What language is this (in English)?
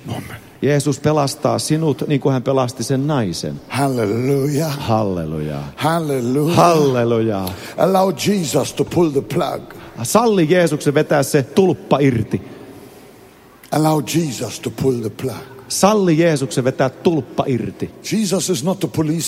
Finnish